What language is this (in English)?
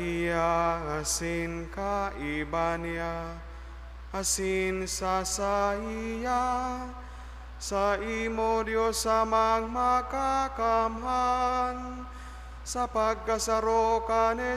Bikol